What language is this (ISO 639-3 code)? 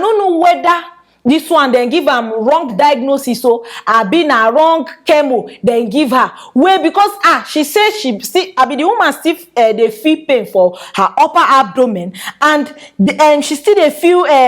pcm